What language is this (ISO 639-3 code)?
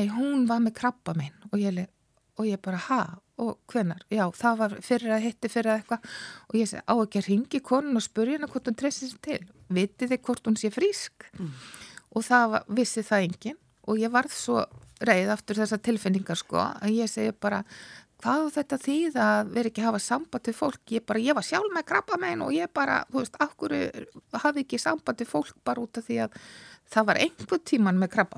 isl